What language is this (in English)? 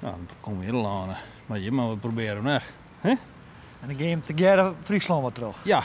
Western Frisian